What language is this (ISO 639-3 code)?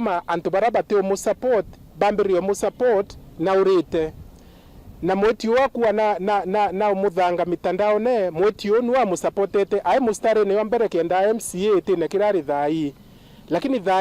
mer